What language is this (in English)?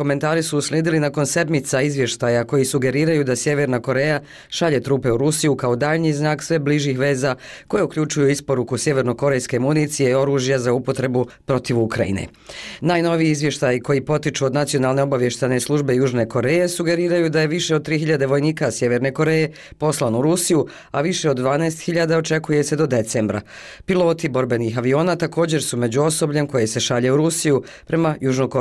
Bosnian